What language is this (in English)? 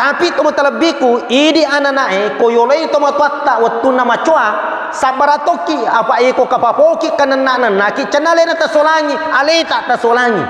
Buginese